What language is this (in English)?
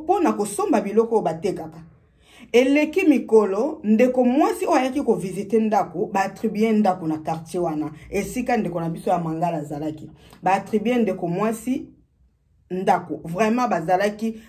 Lingala